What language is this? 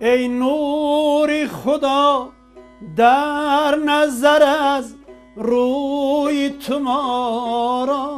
Tajik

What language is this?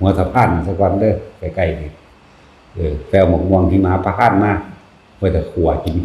Lao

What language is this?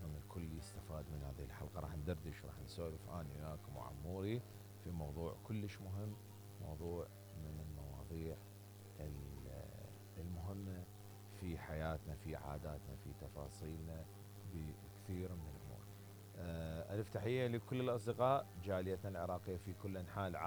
Mesopotamian Arabic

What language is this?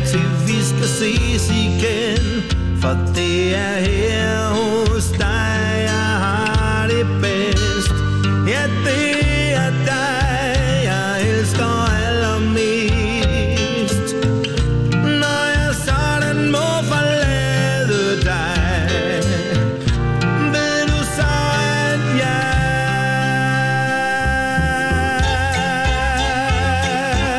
Danish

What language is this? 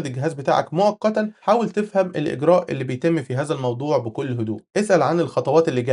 Egyptian Arabic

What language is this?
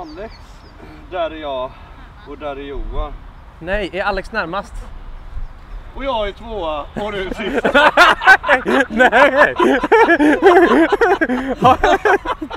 Swedish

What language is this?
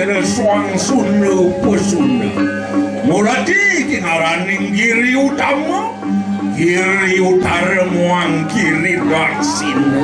Balinese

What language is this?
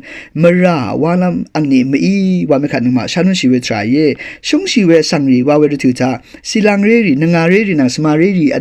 Rawang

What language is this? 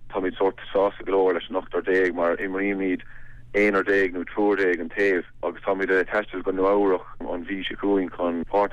Irish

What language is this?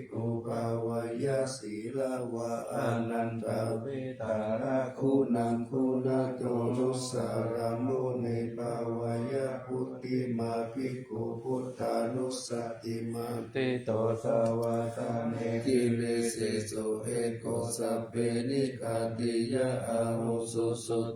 Pali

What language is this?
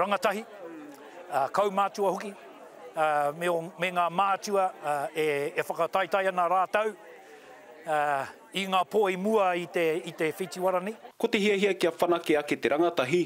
Māori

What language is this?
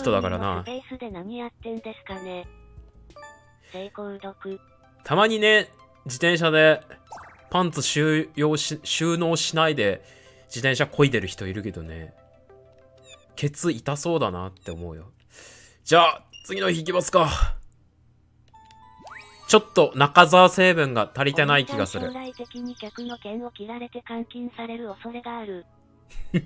Japanese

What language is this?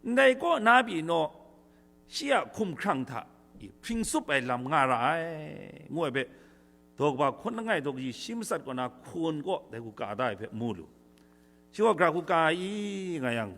Kachin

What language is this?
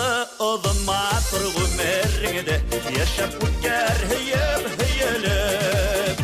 Bashkir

